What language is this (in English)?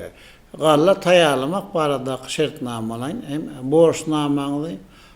Turkmen